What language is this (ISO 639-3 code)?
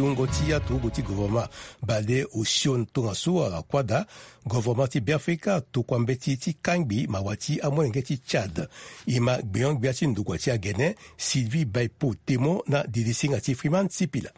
sag